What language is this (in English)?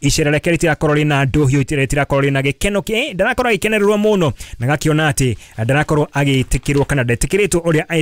Kikuyu